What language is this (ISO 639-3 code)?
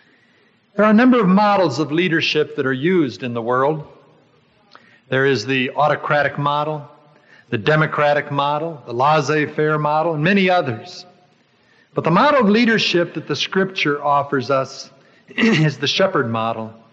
eng